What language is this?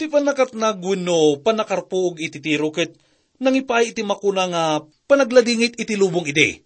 Iloko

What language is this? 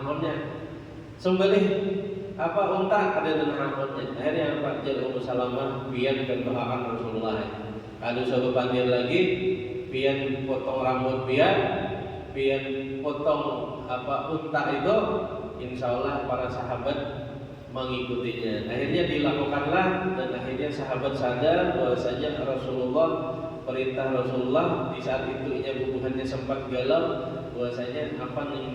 Banjar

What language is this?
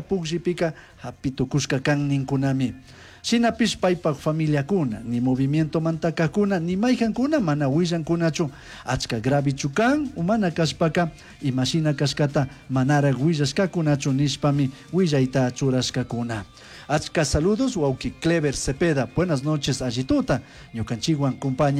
Chimborazo Highland Quichua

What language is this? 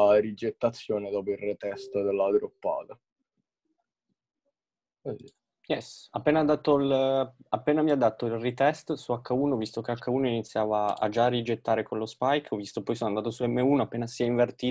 Italian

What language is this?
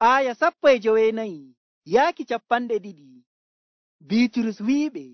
Nigerian Fulfulde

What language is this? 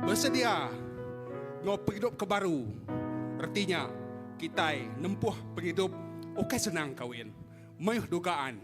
Iban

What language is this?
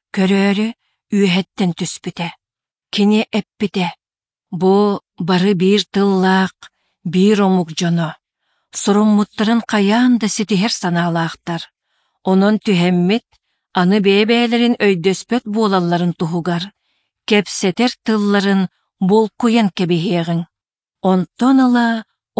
Yakut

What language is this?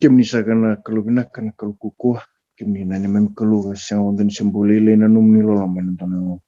Fijian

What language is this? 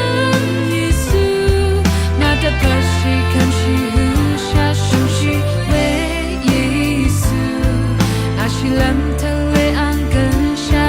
Rawang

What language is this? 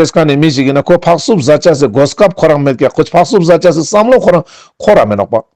Ladakhi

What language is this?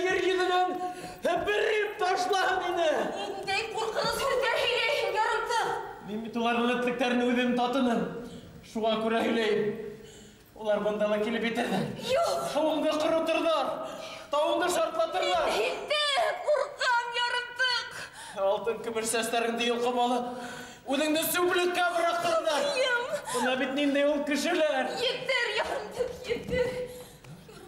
Bashkir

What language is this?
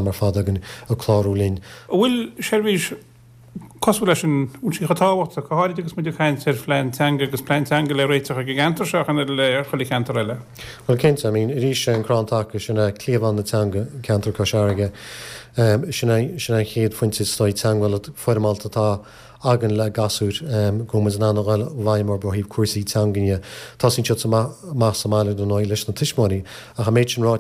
Irish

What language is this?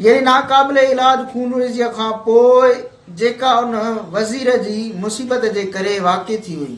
Sindhi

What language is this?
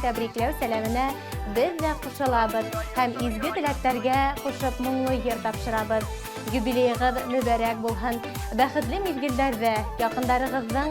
Bashkir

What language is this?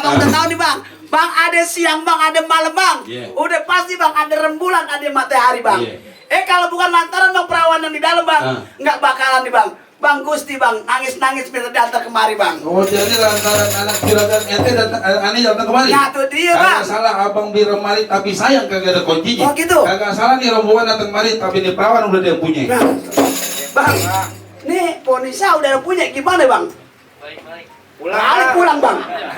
Betawi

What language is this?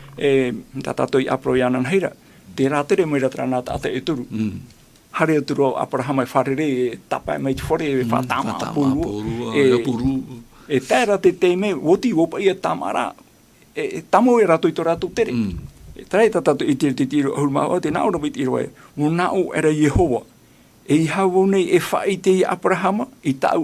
Tahitian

